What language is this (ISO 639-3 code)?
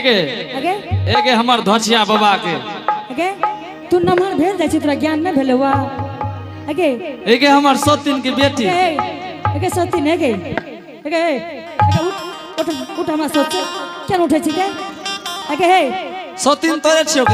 anp